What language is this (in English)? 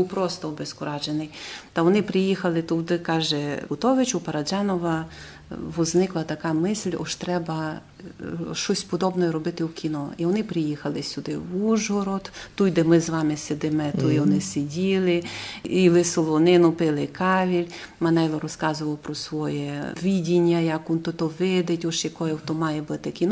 Rusyn